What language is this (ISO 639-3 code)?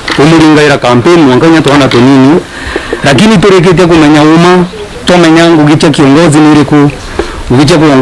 mer